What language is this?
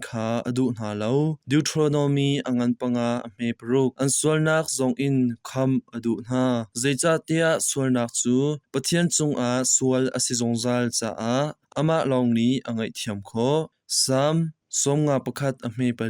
Hakha Chin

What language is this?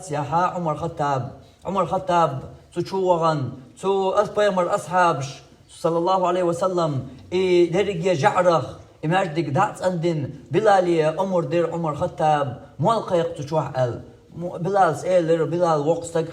Chechen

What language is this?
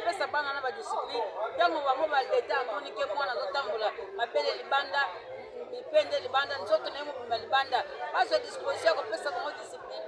Lingala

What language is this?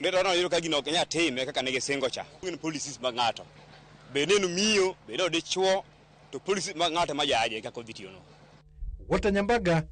Luo (Kenya and Tanzania)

